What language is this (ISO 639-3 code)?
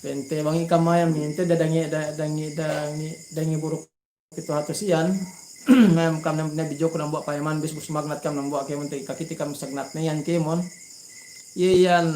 yka